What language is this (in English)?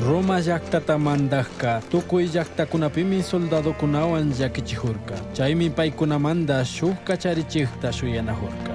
Chimborazo Highland Quichua